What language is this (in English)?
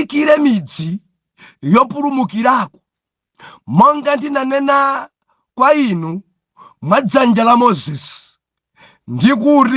Nyanja